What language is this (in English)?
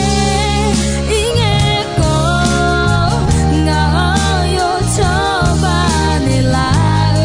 Akha